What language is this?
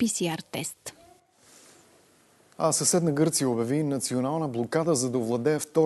Bulgarian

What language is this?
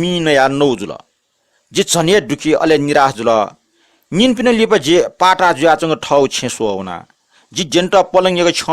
Newari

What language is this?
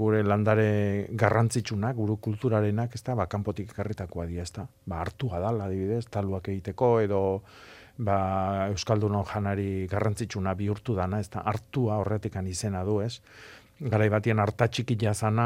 Basque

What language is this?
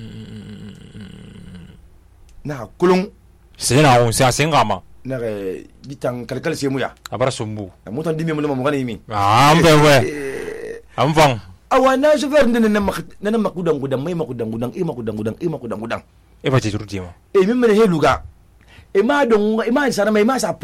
Susu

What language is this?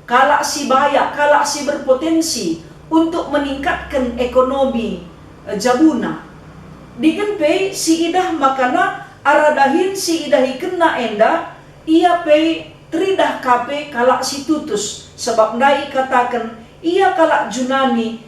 Batak Karo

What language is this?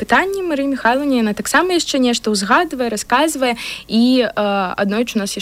Belarusian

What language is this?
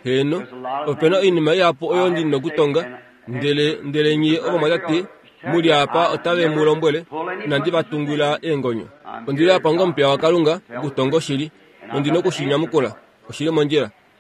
Kuanyama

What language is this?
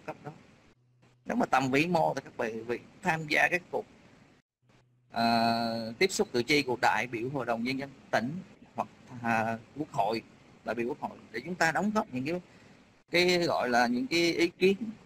Vietnamese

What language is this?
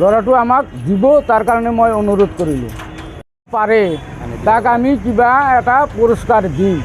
Assamese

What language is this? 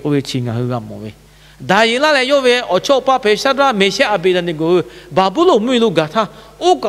Lahu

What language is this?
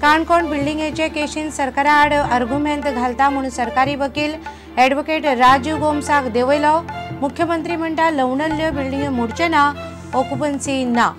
Konkani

